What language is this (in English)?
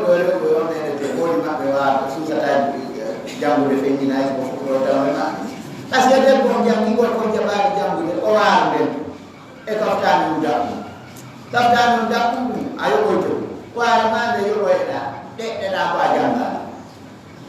Fula